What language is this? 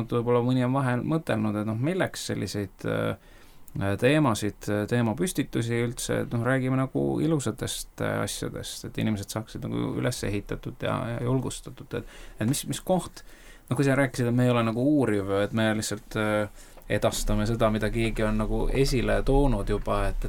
Estonian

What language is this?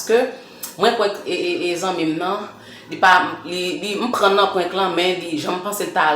Haitian Creole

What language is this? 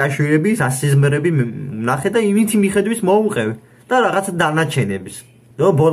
Georgian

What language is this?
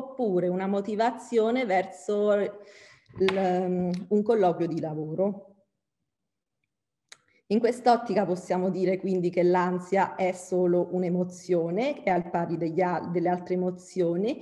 Italian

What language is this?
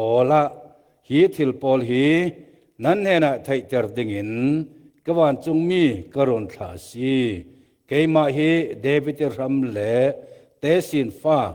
Falam Chin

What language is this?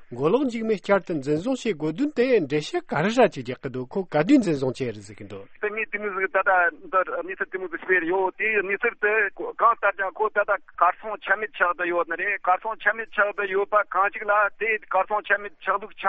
Tibetan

